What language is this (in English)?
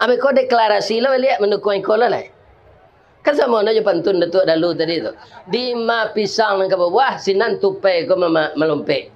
Minangkabau